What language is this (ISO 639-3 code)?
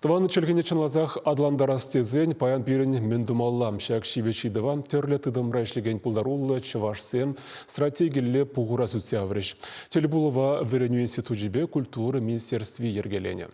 chv